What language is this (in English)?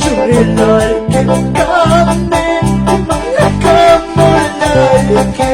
Quechua